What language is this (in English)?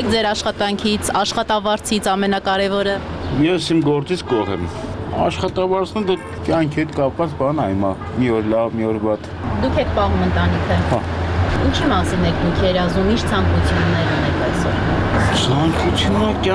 Armenian